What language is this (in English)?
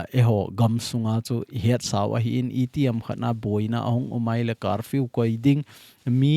Thado Chin